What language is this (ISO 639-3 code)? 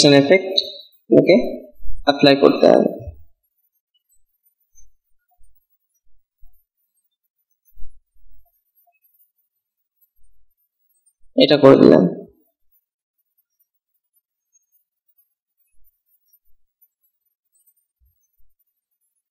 ben